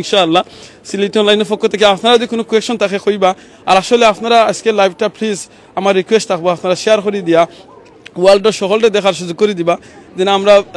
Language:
Sylheti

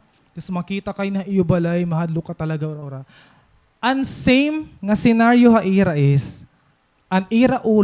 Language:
Waray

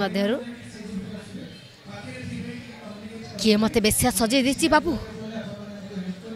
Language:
Odia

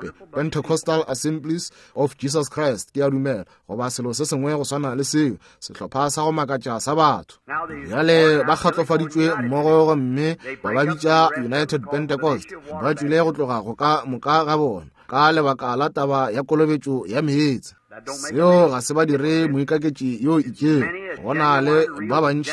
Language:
Northern Sotho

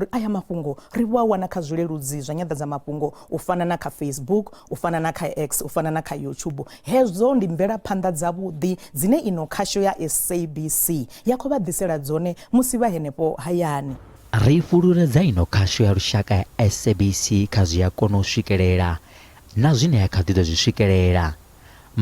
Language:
Venda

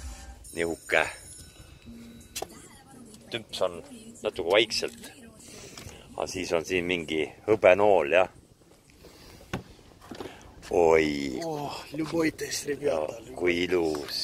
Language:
Estonian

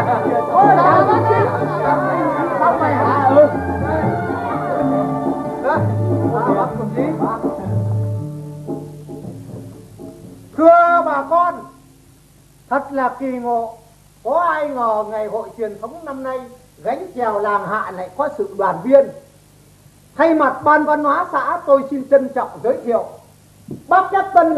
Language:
Vietnamese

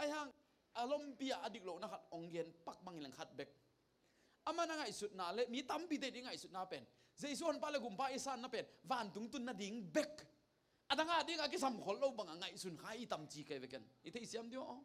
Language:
Tedim Chin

